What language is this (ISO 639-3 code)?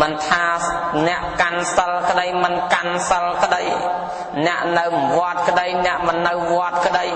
khm